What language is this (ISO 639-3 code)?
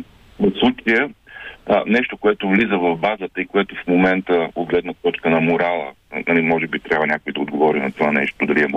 bul